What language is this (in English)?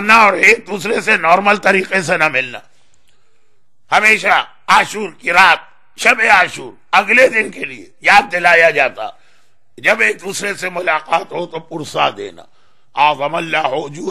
Urdu